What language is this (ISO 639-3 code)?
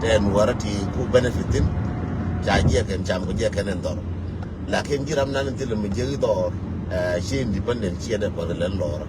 nus